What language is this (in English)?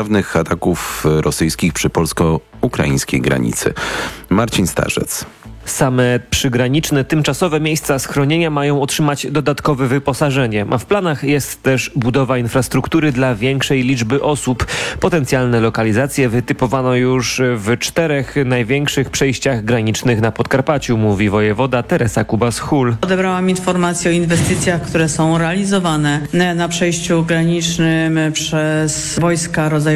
Polish